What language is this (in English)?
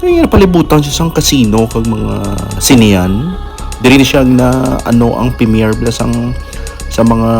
Hiligaynon